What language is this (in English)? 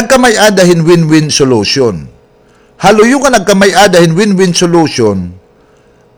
Waray